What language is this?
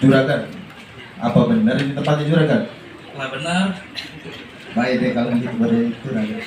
Betawi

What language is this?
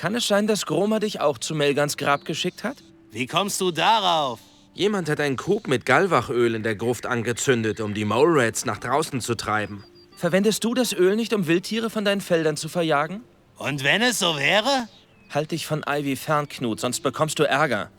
Bavarian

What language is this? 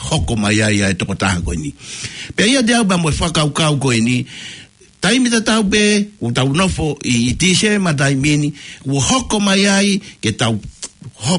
Tongan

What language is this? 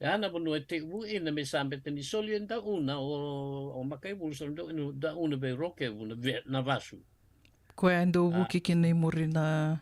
Fijian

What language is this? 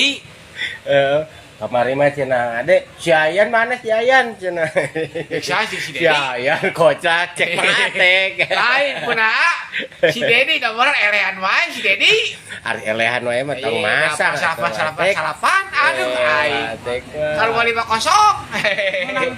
Sundanese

